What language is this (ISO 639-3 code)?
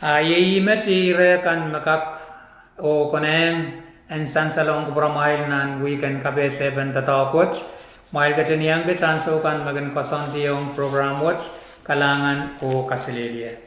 pon